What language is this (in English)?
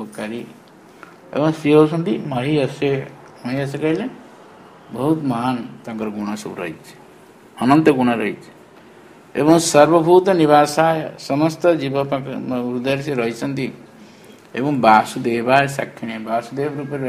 Odia